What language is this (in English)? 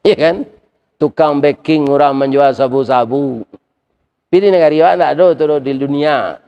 Minangkabau